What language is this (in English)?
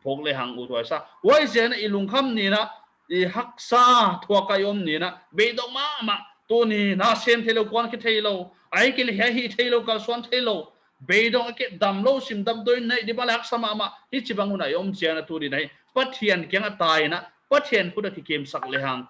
Paite Chin